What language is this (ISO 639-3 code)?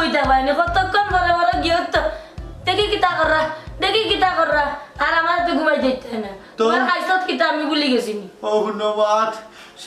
syl